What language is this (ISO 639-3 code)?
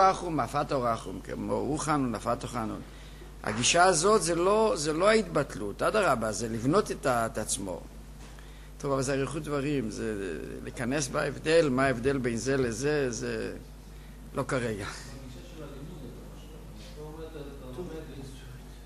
heb